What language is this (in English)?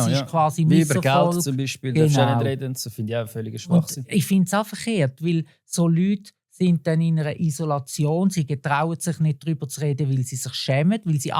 Swiss German